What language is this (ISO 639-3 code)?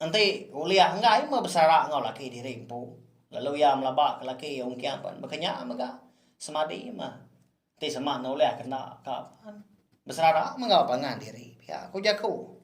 iba